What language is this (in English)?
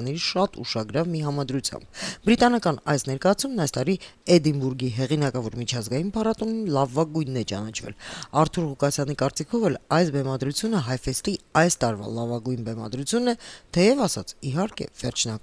Armenian